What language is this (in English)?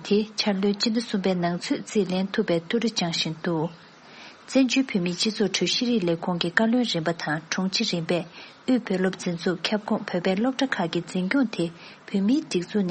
Tibetan